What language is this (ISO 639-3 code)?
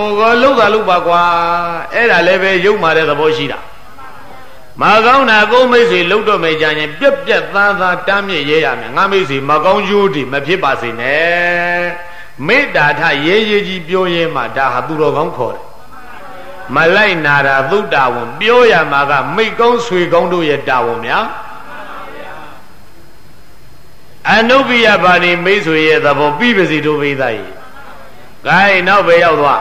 mya